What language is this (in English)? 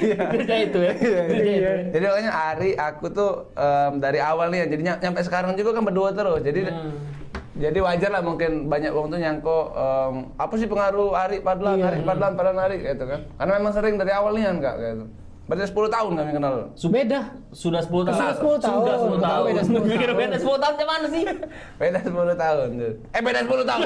Musi